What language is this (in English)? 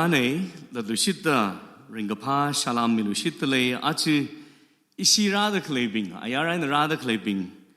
Tangkhul Naga (India)